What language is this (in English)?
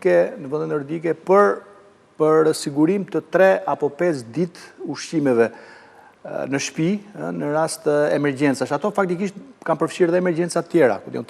Albanian